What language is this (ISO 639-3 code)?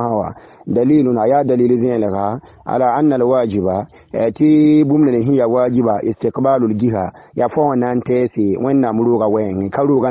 mos